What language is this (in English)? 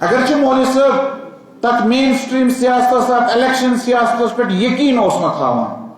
Kashmiri